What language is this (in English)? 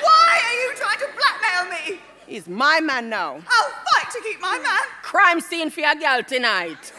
Jamaican Creole English